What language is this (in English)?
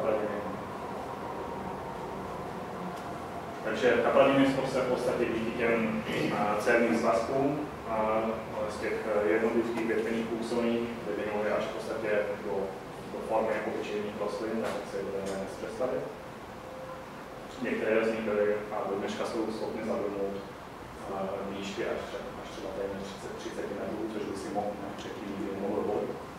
Czech